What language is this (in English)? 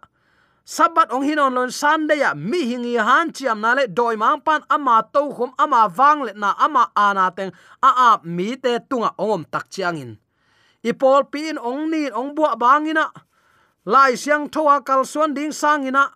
Tedim Chin